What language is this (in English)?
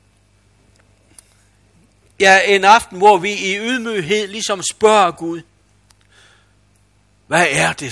Danish